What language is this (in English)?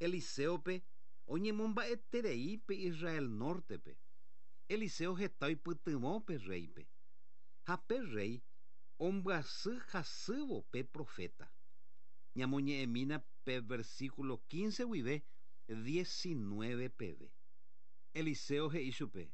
Guarani